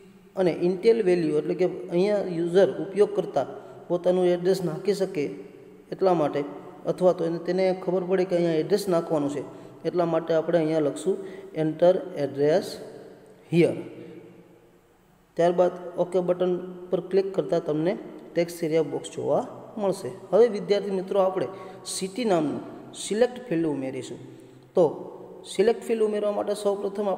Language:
Gujarati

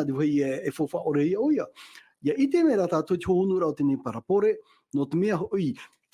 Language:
Tahitian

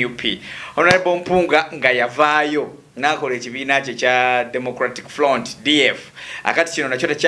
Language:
Ganda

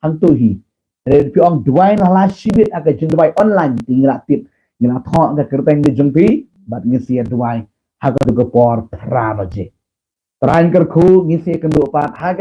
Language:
Khasi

